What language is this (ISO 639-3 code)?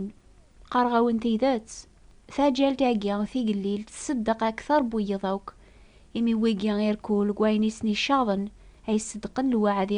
kab